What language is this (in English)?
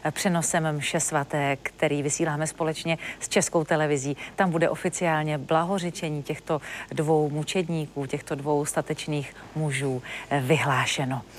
Czech